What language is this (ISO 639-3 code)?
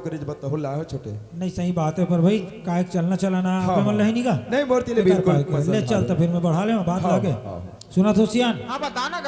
hne